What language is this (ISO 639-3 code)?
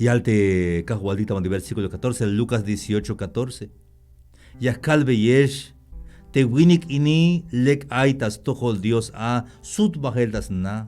tzh